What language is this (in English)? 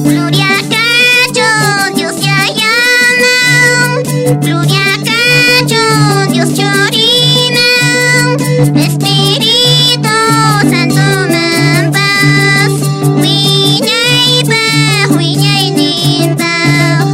Quechua